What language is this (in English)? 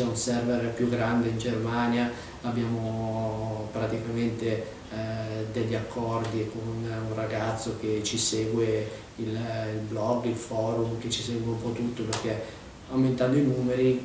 Italian